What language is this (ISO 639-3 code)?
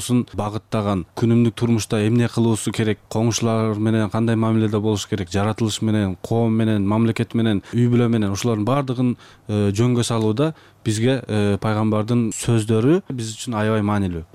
kir